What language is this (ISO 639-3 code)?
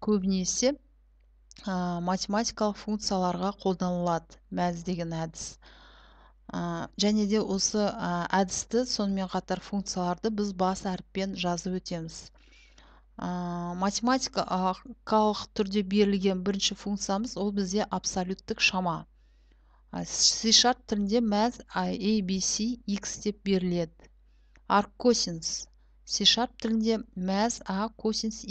kaz